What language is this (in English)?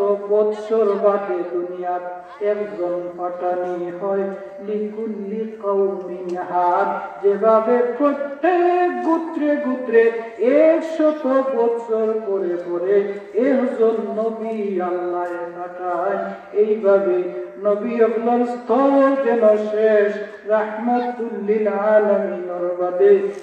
Sylheti